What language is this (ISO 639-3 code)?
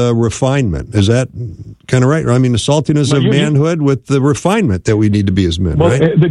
eng